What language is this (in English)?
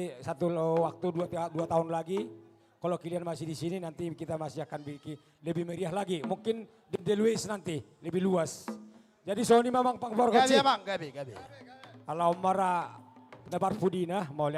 Batak Toba